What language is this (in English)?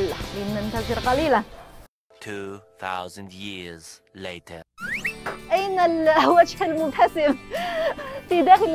Arabic